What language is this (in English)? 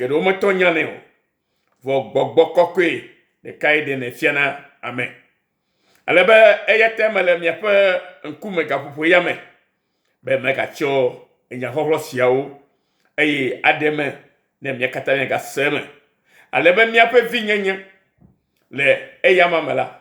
Ewe